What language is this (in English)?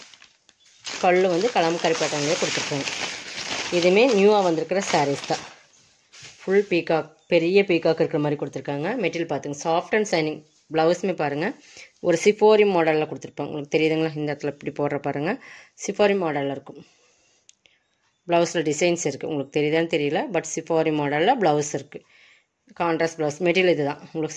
Tamil